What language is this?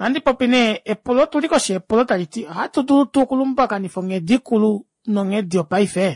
Kuanyama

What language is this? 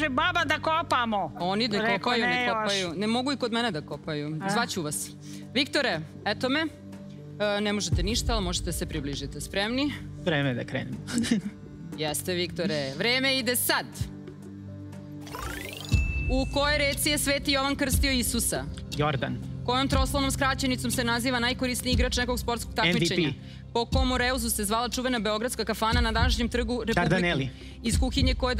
Serbian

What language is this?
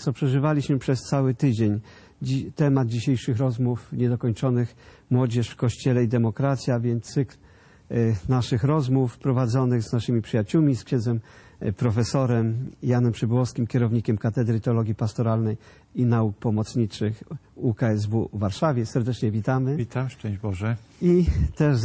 Polish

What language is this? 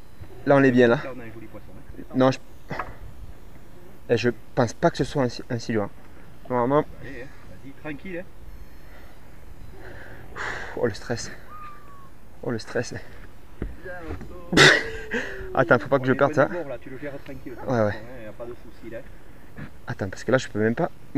French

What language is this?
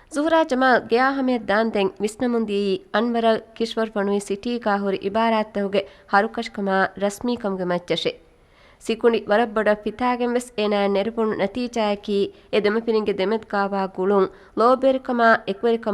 Divehi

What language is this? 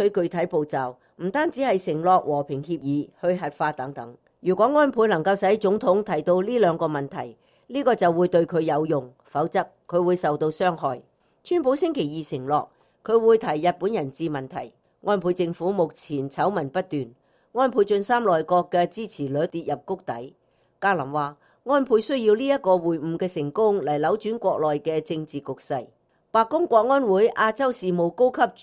Cantonese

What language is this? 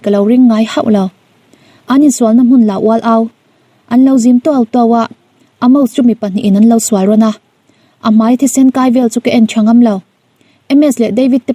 Mizo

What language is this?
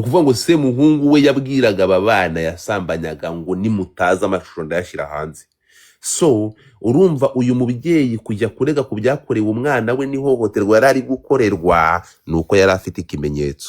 Kinyarwanda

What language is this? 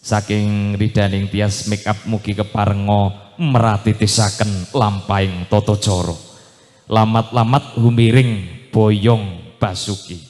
Javanese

